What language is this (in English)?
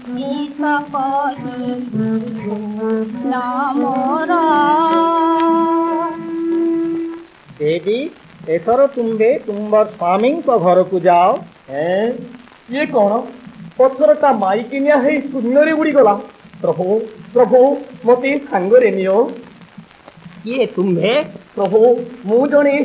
Odia